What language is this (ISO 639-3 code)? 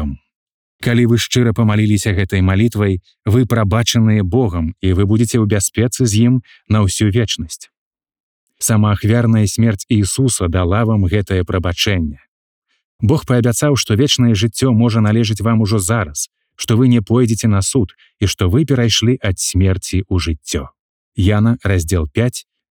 bel